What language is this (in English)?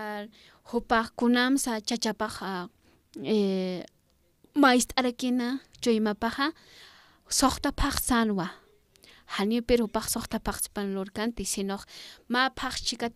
Aymara